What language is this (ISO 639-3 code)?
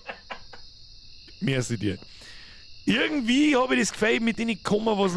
bar